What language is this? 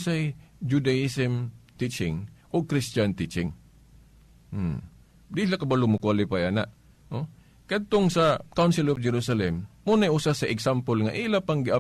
Cebuano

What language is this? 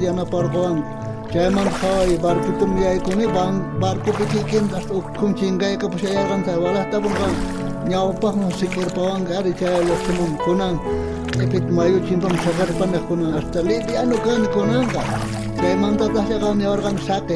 South Bolivian Quechua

